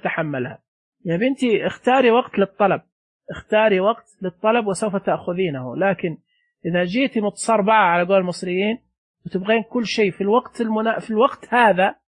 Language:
Najdi Arabic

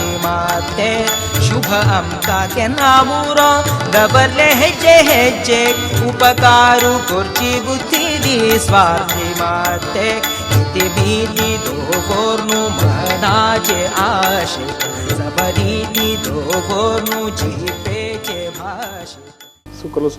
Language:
Konkani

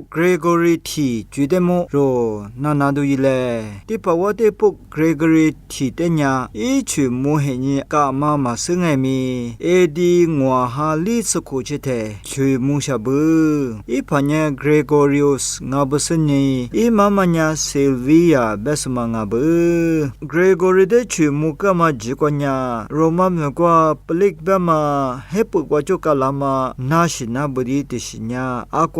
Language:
Lisu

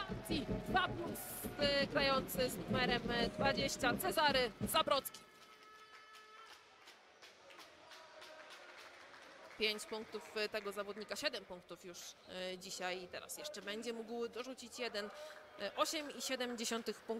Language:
Polish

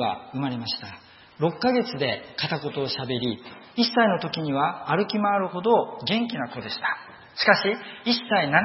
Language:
Japanese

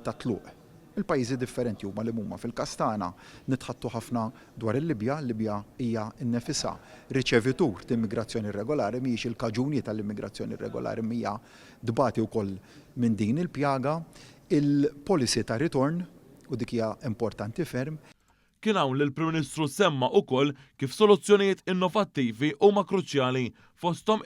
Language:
Maltese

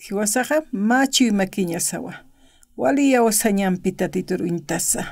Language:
Aymara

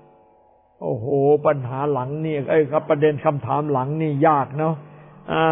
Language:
Thai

